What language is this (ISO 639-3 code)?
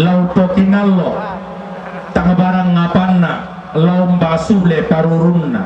sda